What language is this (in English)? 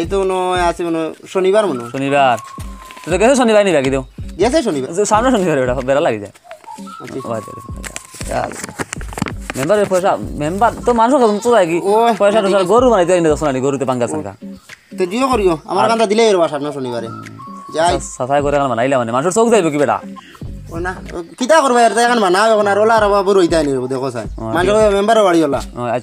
Sylheti